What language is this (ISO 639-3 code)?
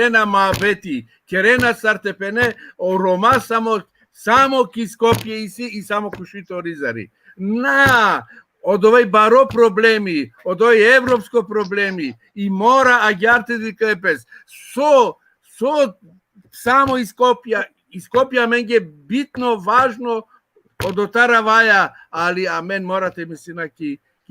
rmn